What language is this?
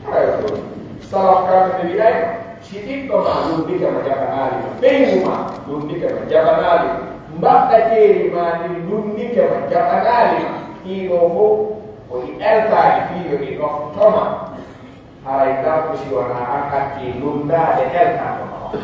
Pular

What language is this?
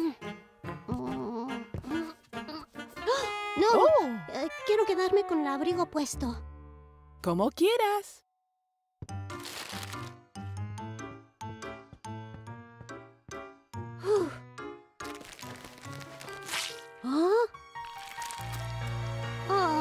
Spanish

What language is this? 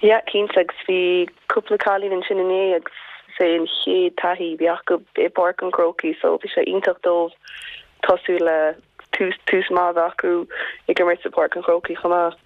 Irish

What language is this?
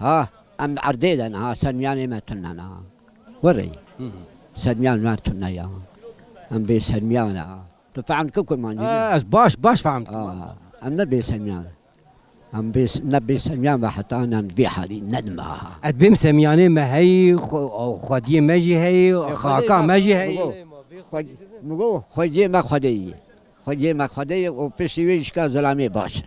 Kurdish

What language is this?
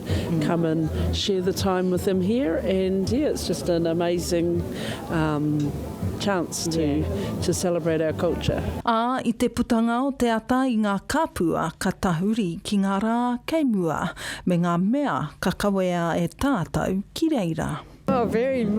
Māori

